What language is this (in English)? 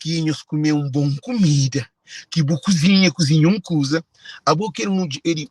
Kabuverdianu